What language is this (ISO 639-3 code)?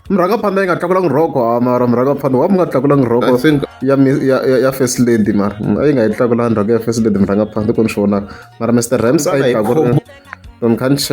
tso